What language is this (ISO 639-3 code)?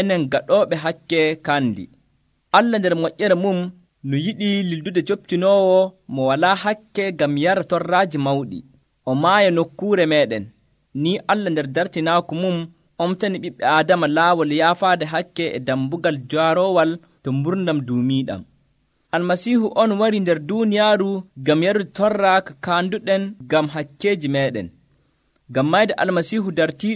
fuv